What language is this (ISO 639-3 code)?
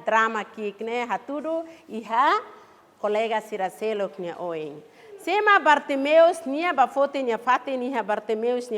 tet